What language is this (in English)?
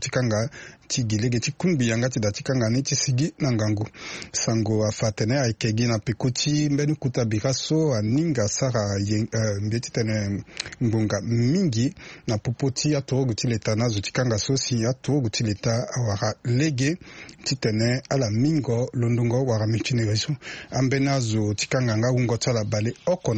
Sango